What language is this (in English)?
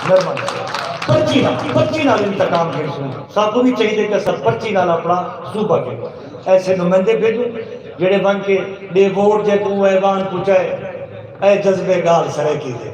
Saraiki